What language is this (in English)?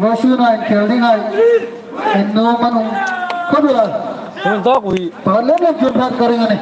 Hmar